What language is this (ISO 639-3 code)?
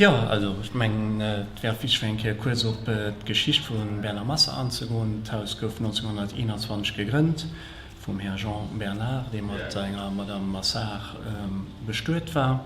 ltz